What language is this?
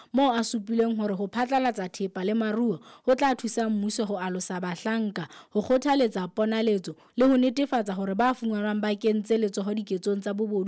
Southern Sotho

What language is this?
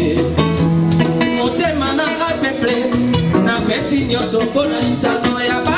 Lingala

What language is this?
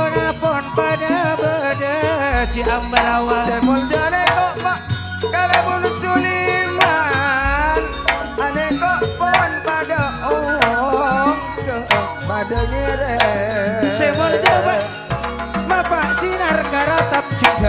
Madurese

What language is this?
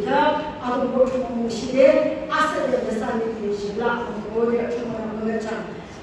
Yimchungru Naga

